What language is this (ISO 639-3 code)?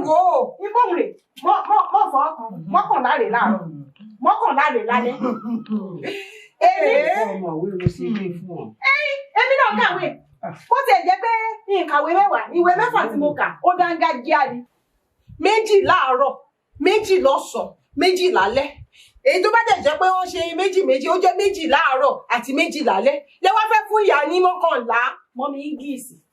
yor